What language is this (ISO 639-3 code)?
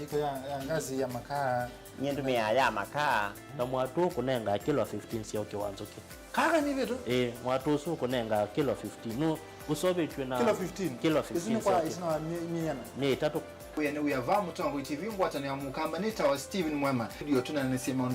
kam